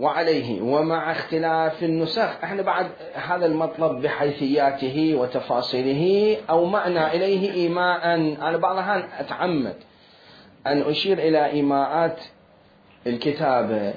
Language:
Mesopotamian Arabic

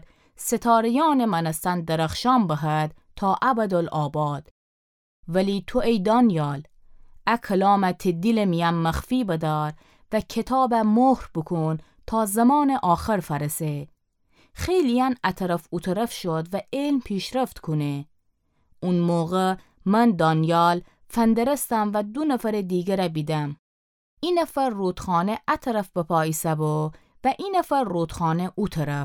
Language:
Gilaki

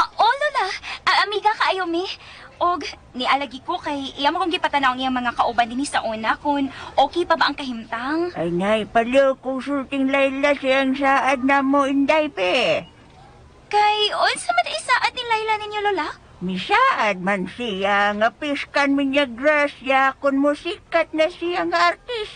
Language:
Cebuano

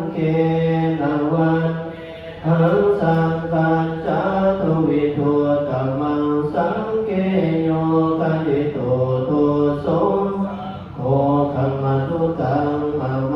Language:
Pali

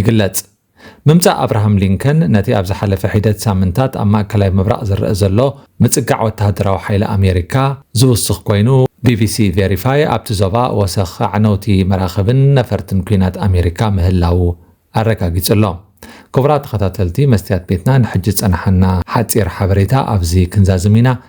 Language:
Tigrinya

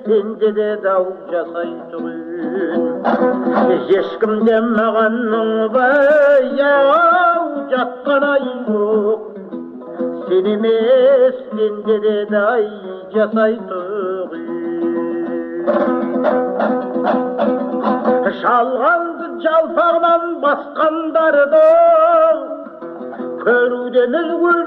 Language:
Kazakh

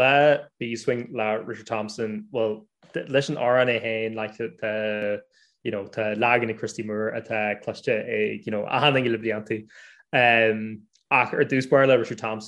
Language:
Irish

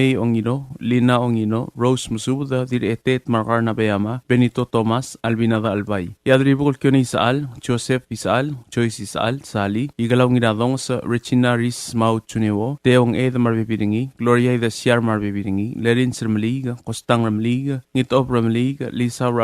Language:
Palauan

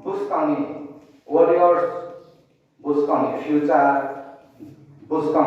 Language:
Riang (India)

